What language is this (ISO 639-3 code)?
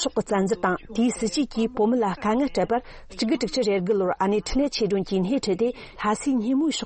bod